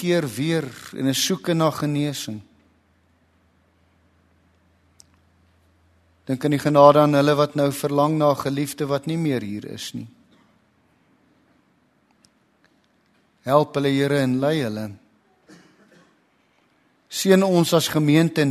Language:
Afrikaans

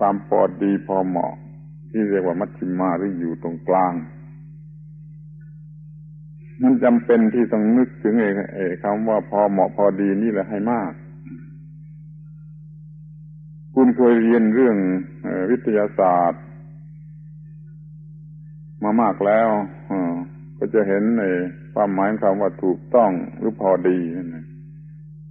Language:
Thai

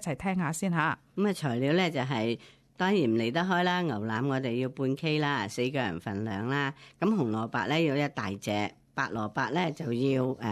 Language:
Cantonese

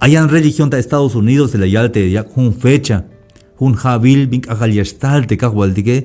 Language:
Tzeltal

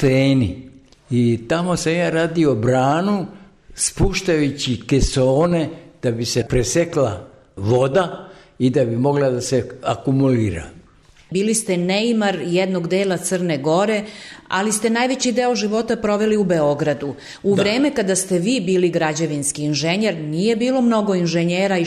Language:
Serbian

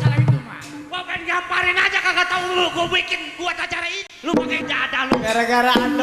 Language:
Betawi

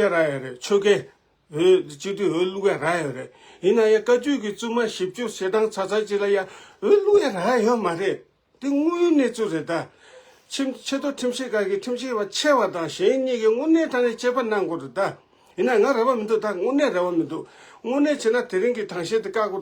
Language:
Tibetan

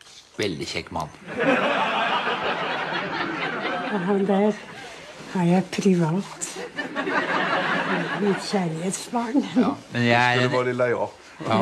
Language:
Norwegian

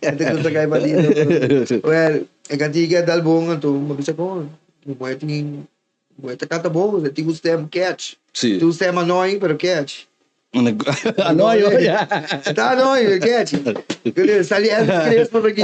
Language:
Papiamento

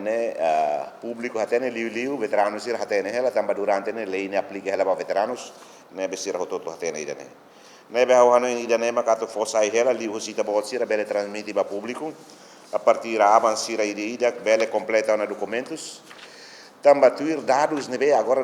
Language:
Tetum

